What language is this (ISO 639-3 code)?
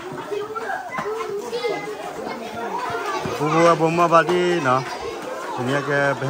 ksw